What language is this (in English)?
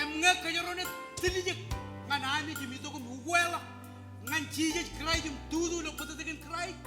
Marshallese